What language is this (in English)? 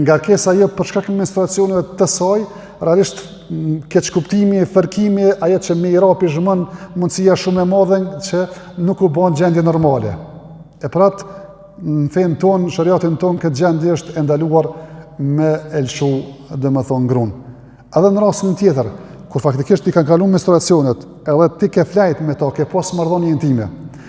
Albanian